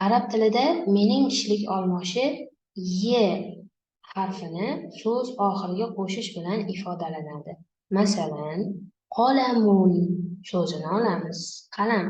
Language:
Uzbek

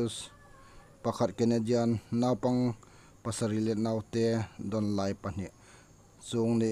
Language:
Hmar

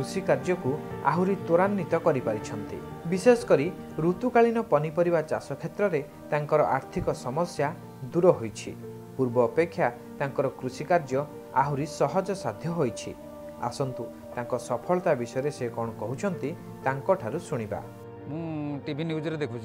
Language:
Odia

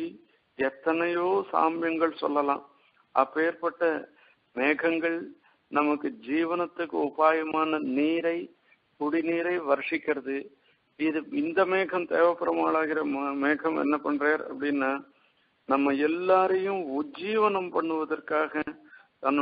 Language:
Tamil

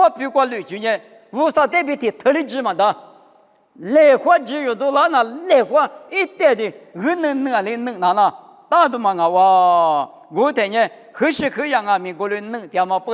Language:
Lisu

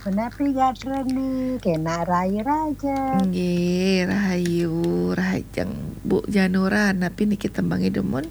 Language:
Balinese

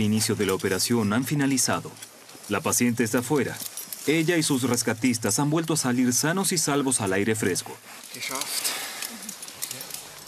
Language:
Spanish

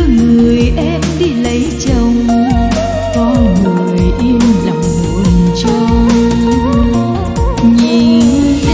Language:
Vietnamese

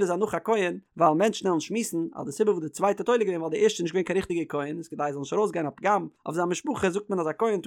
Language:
Yiddish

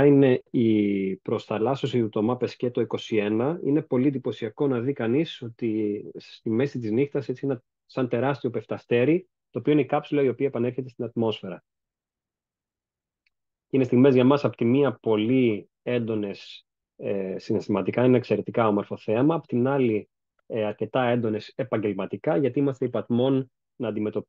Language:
Greek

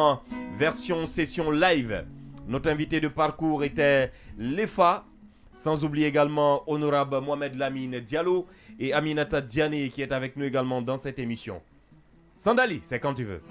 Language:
French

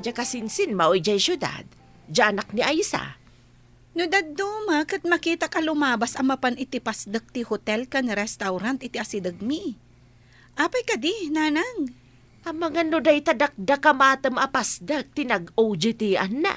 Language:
Iloko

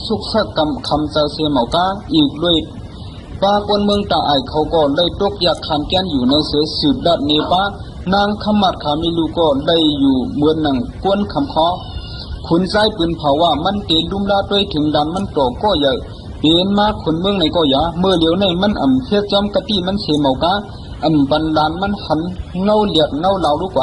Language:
Shan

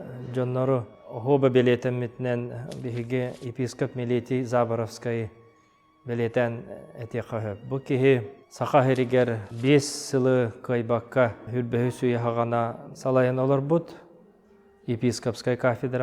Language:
Yakut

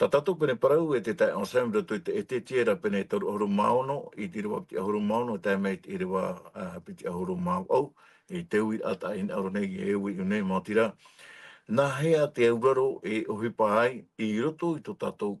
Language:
Tahitian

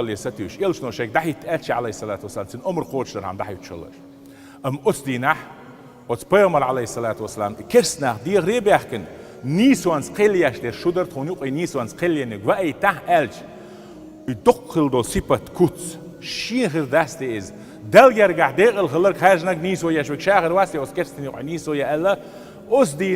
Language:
Chechen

